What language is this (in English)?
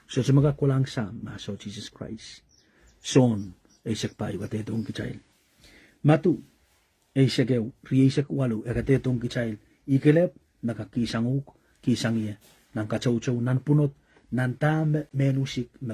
Pohnpeian